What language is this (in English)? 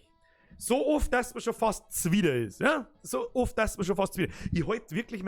Bavarian